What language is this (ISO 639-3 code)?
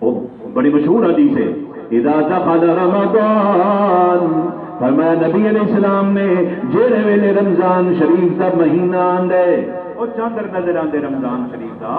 skr